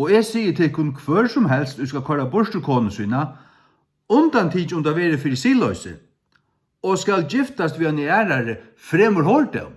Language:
Faroese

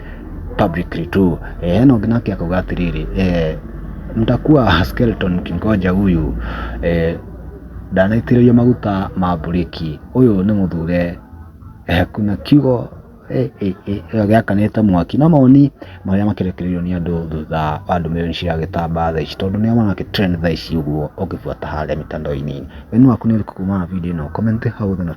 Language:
Kikuyu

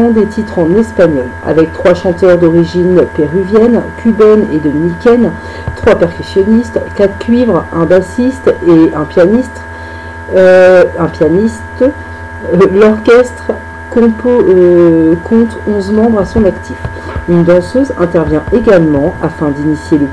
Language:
French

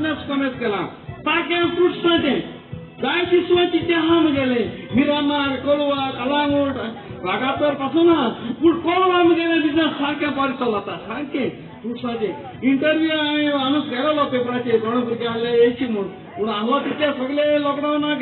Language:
Konkani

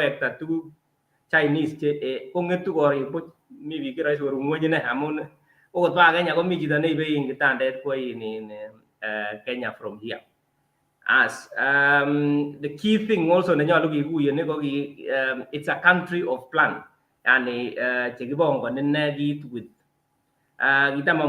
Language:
Kalenjin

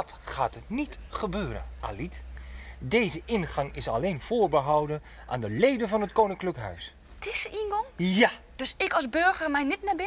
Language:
Western Frisian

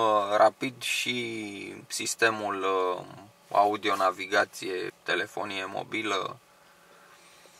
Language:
Romanian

